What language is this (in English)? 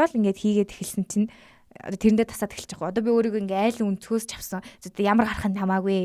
Mongolian